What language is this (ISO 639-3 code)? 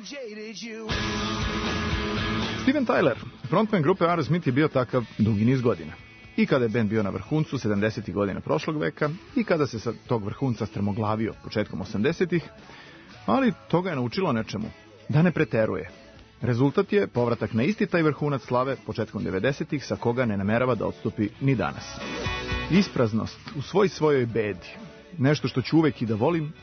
srp